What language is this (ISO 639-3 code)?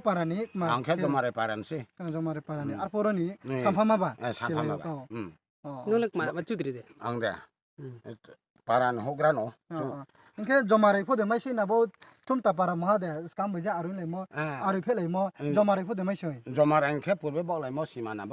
ria